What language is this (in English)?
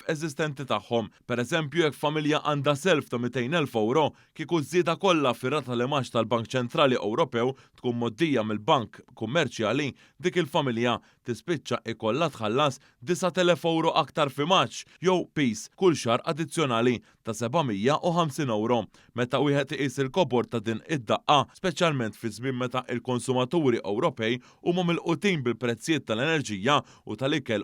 Maltese